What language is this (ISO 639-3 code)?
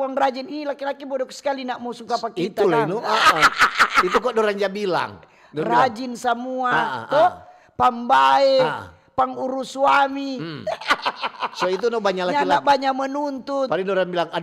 xmm